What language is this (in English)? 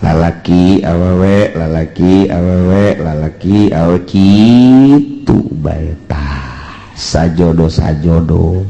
Sundanese